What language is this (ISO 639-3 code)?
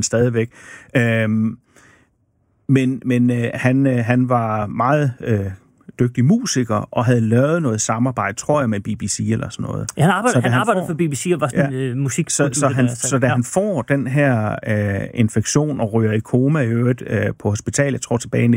dan